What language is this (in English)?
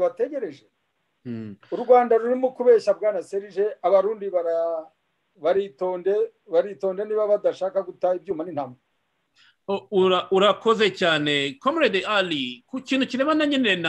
Kinyarwanda